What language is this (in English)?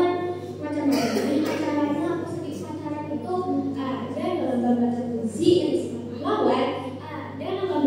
Banjar